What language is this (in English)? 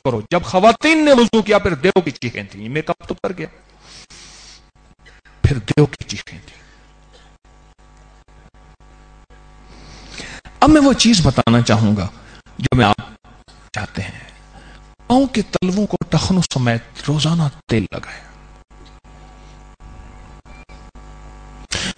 Urdu